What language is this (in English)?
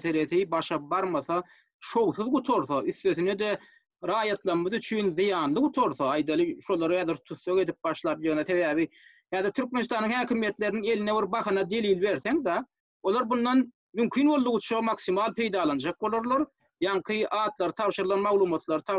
Turkmen